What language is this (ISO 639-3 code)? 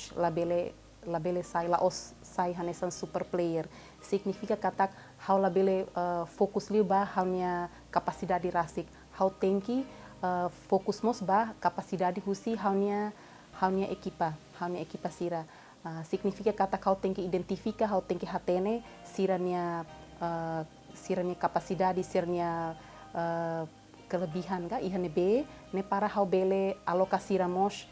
tet